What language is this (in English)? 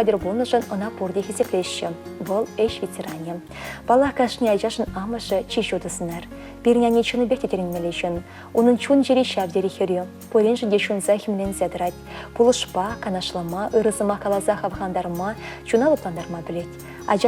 Chuvash